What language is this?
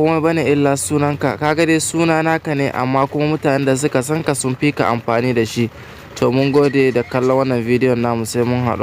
Hausa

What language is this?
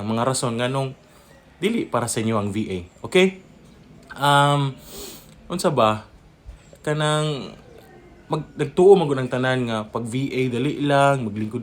Cebuano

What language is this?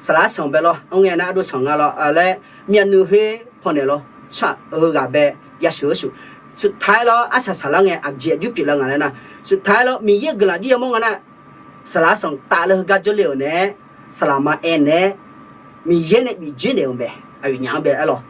Akha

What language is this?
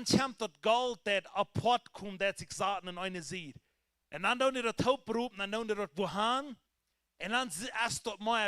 Plautdietsch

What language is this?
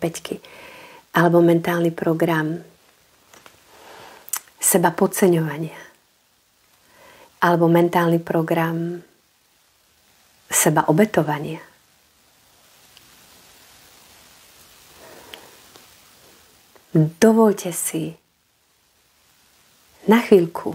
Slovak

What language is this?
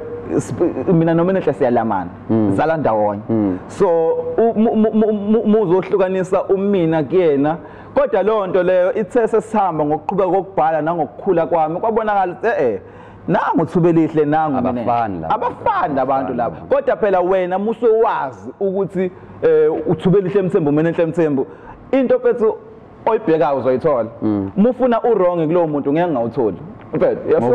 Zulu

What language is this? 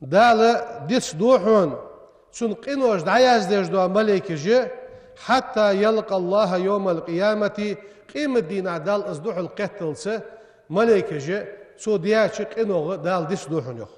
Ingush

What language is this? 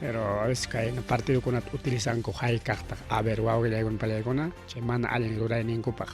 Ayacucho Quechua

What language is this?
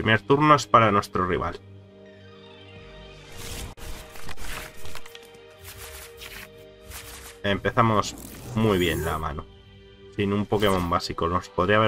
Spanish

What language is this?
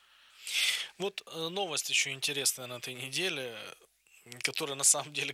Russian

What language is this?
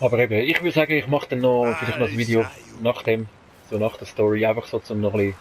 Swiss German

